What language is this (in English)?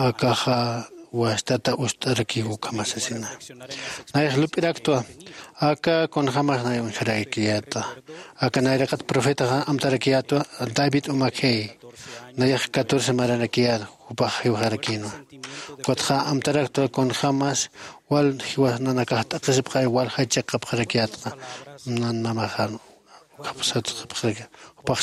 Aymara